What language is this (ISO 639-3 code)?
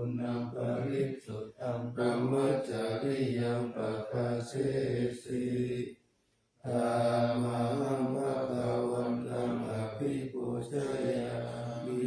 pli